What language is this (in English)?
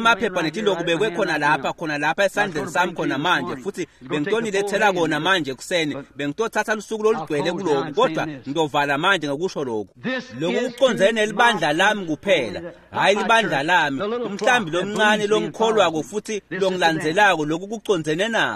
Swati